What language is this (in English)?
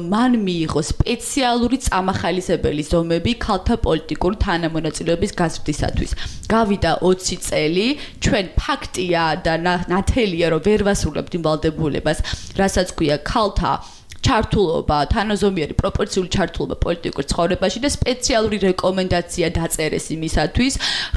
Georgian